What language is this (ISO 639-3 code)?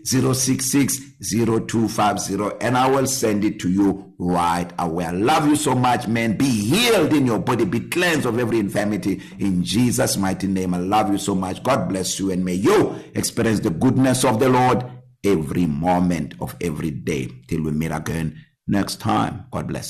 eng